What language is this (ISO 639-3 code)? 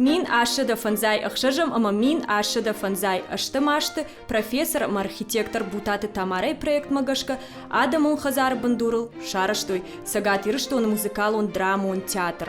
oss